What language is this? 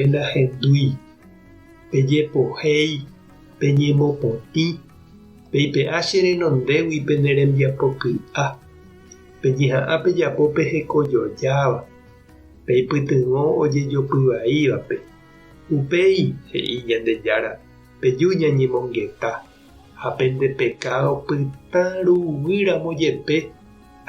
Guarani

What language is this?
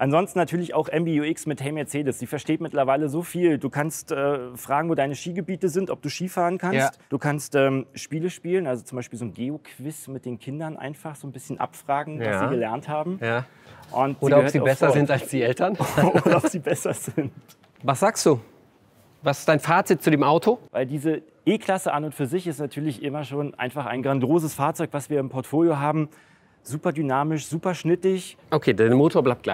German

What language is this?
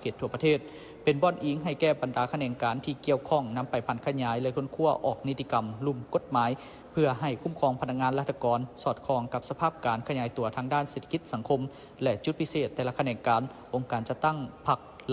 Lao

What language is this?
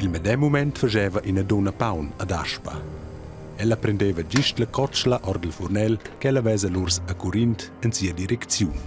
Romansh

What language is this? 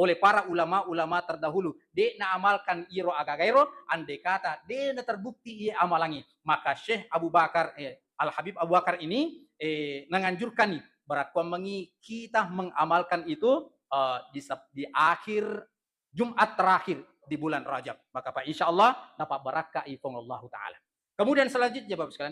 Buginese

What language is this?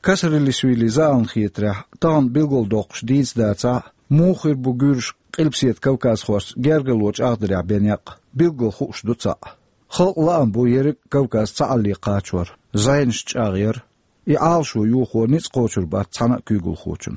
Chechen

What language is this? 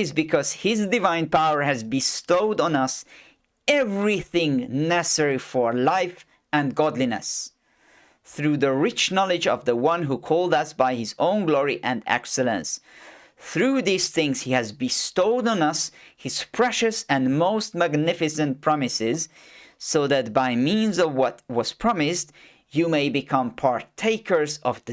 English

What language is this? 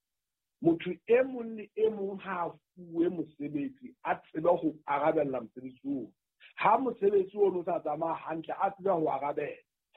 Southern Sotho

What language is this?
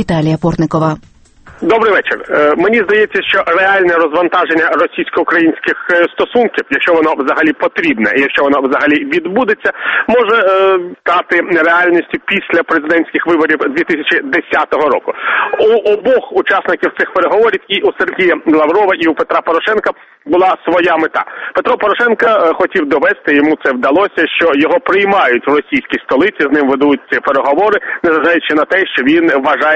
Ukrainian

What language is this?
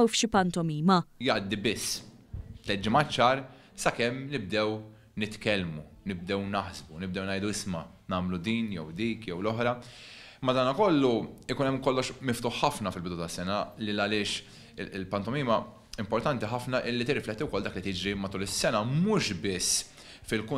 Maltese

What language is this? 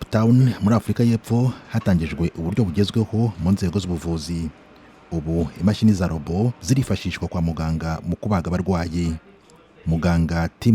Kinyarwanda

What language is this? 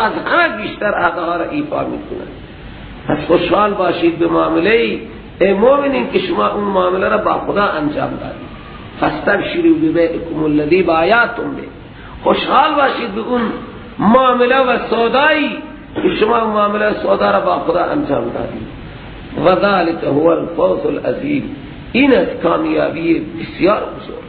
Persian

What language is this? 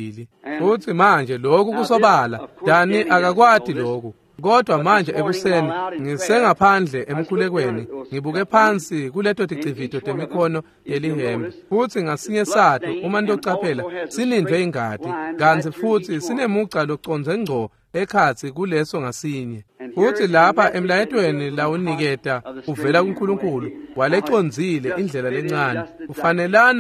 Swati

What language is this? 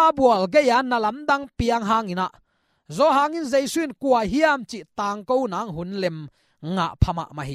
Tedim Chin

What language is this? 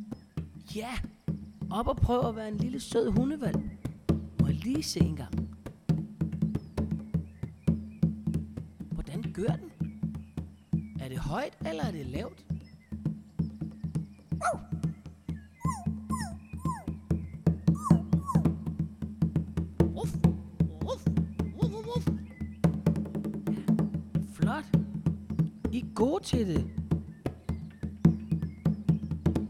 Danish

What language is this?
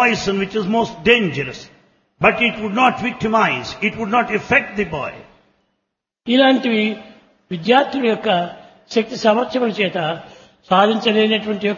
Telugu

